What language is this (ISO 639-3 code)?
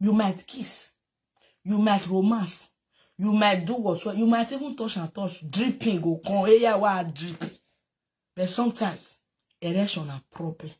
pcm